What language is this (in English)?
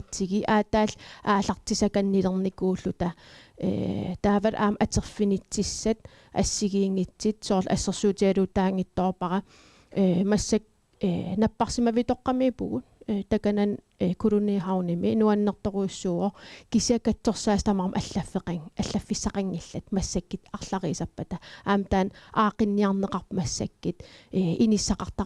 Kalaallisut